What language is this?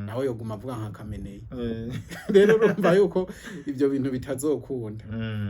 Rundi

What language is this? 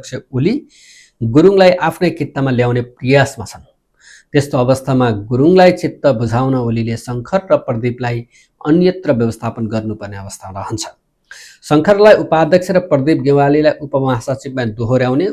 Nepali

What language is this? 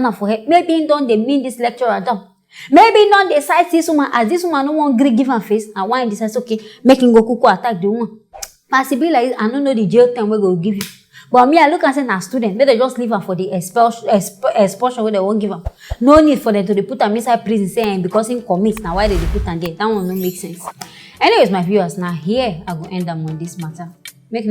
Nigerian Pidgin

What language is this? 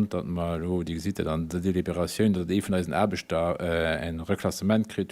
Luxembourgish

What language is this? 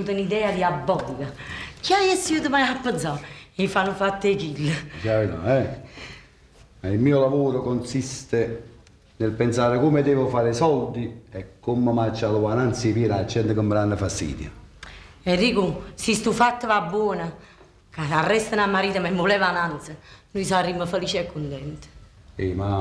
Neapolitan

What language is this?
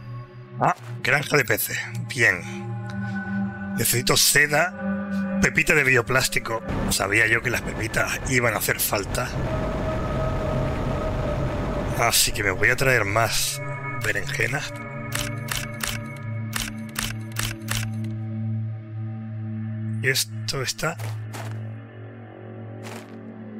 Spanish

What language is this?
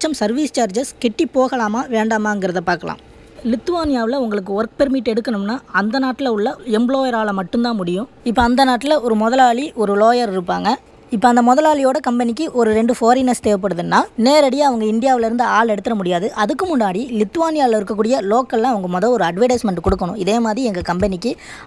Tamil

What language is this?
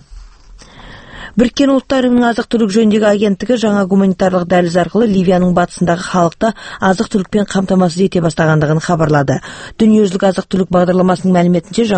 Kazakh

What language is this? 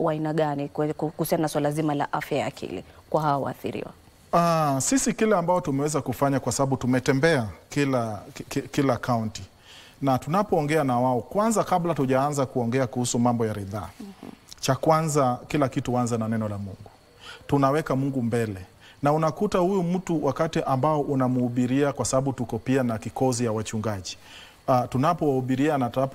Swahili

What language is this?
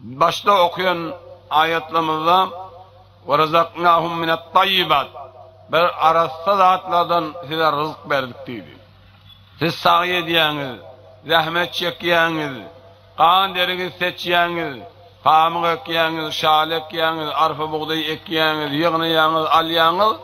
Turkmen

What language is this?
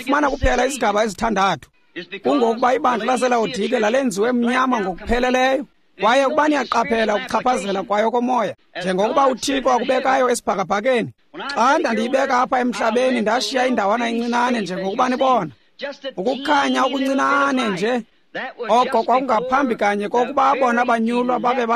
Xhosa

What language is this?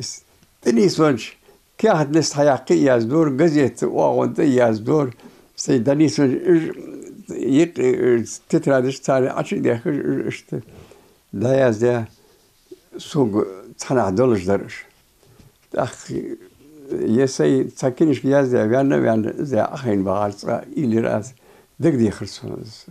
Ingush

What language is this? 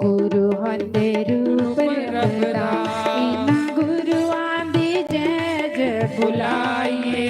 Dogri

